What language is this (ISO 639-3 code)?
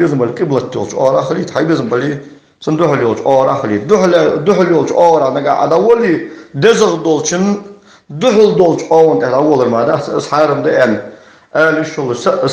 inh